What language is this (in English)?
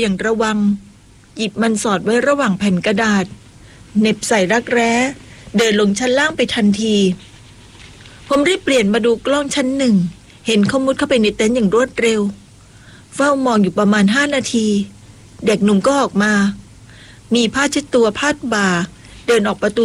Thai